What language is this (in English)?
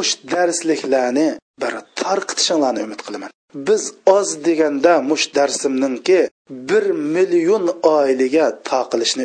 Uyghur